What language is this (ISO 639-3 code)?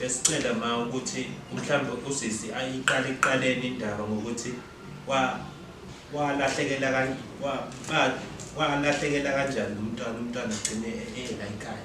zul